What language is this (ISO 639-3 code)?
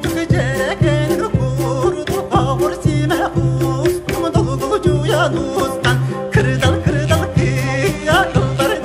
sah